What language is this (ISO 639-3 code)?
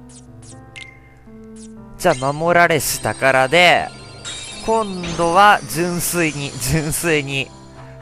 jpn